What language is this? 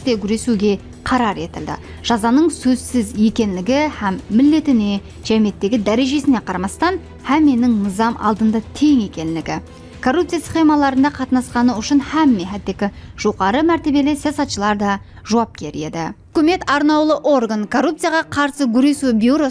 Kara-Kalpak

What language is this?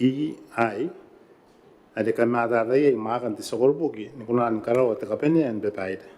Gilbertese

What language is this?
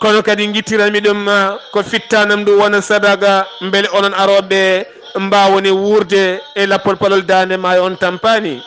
Fula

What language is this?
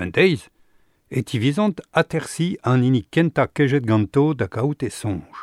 Breton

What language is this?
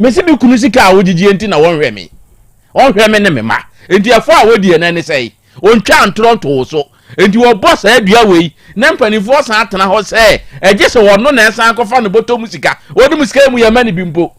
Akan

